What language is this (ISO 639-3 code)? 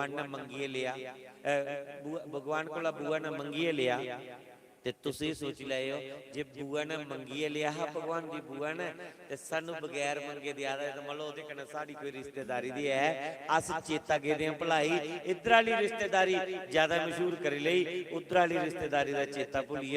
doi